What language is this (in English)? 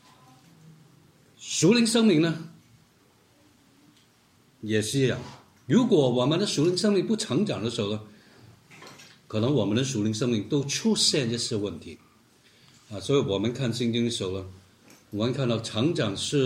Chinese